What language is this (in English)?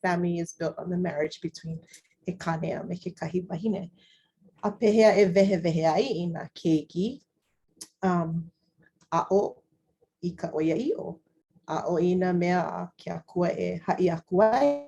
Hawaiian